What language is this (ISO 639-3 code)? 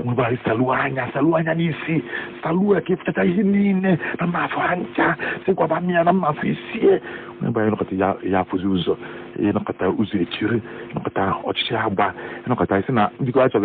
ibo